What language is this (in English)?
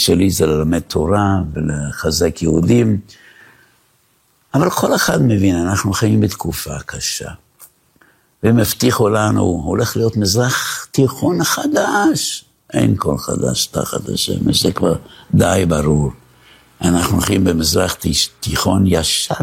Hebrew